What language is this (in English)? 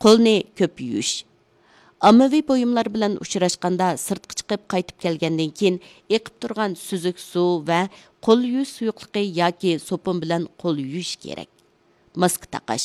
Uyghur